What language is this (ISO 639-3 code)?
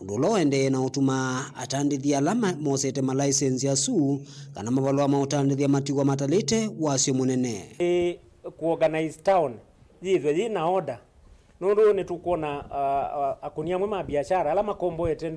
kam